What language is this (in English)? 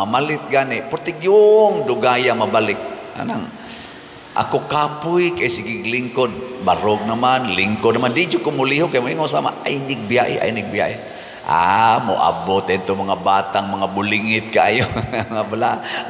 Cebuano